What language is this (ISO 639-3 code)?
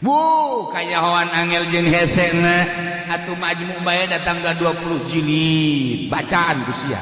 sun